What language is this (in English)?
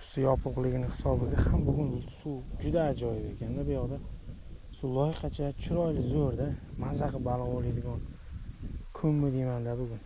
Uzbek